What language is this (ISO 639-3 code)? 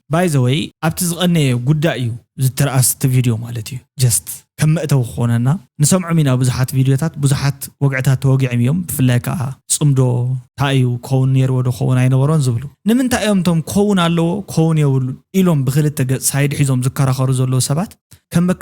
tir